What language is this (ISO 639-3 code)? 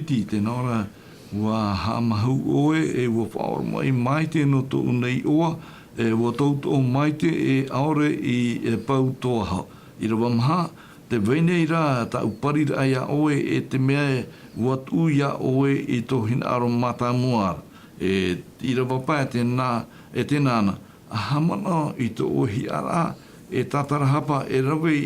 tah